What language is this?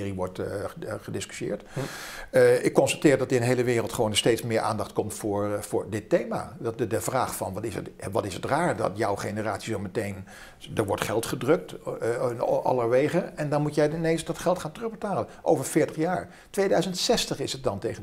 Dutch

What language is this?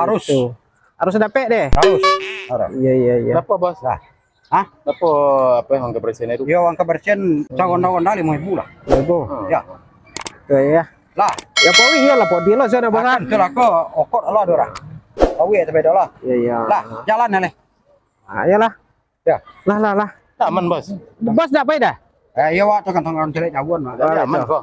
Minangkabau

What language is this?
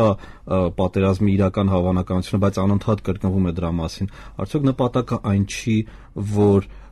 Armenian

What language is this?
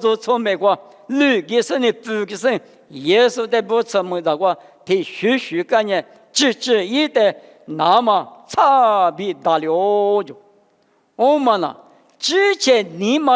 Lisu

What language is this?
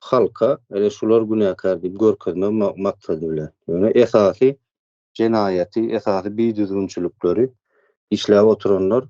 Turkmen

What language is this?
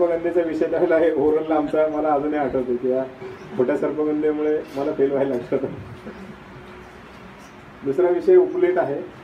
Marathi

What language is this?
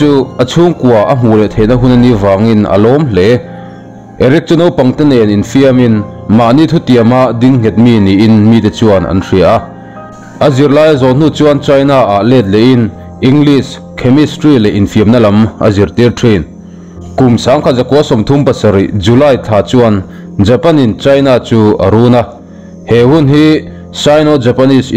Mizo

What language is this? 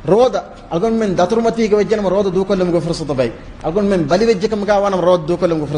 Divehi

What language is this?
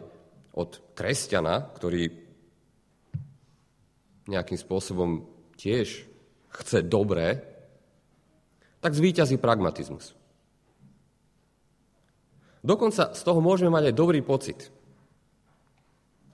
Slovak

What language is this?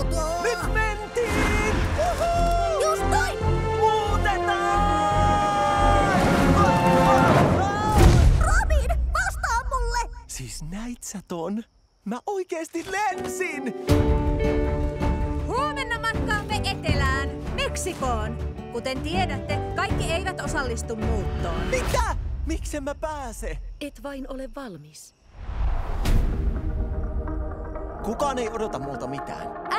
Finnish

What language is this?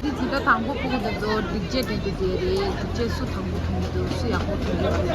Tibetan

